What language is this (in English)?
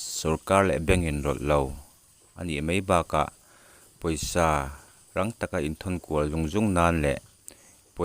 Mizo